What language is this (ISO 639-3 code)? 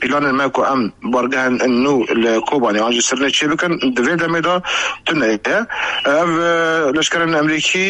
kur